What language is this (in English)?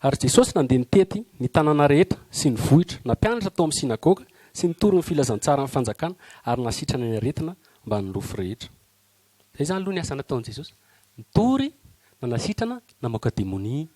Malagasy